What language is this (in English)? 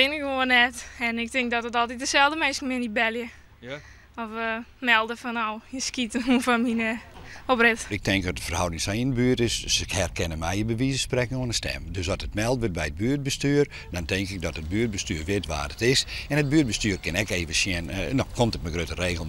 Western Frisian